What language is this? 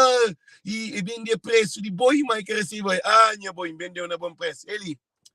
Kabuverdianu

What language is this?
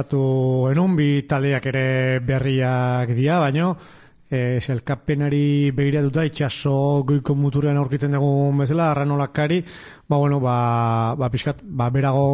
Basque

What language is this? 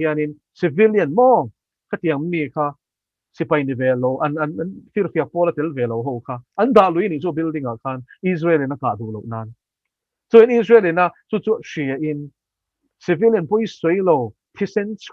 Mizo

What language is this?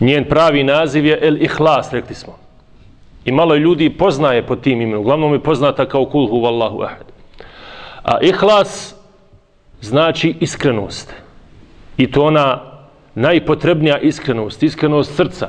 Bosnian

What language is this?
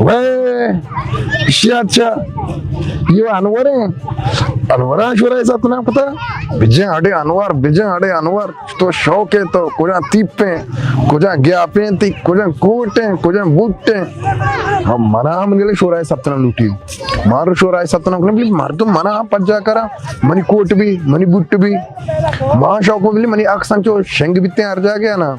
Baluchi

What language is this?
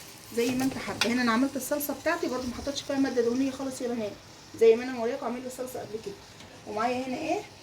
Egyptian Arabic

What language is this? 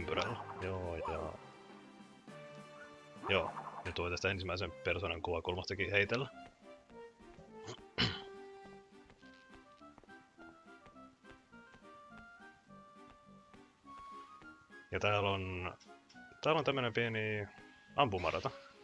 Finnish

